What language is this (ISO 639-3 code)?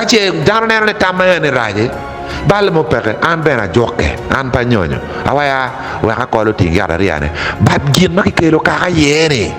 ach